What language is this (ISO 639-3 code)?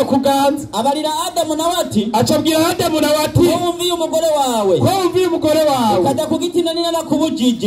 run